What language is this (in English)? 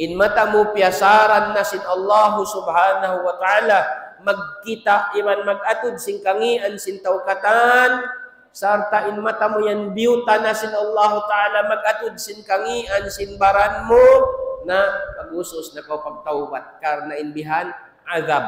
Tausug